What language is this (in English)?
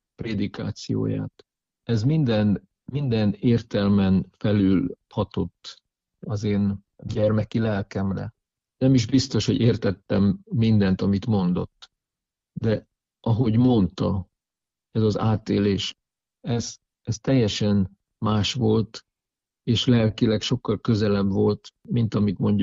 Hungarian